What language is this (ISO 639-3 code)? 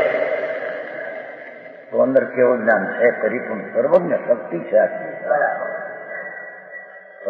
guj